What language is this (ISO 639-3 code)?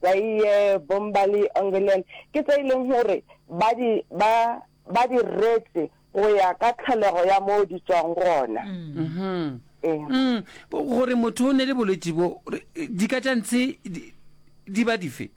nso